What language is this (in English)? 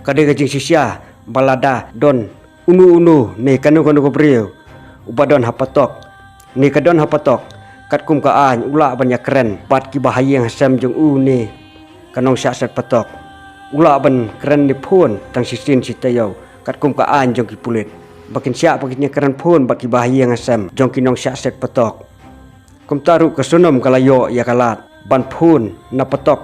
Khasi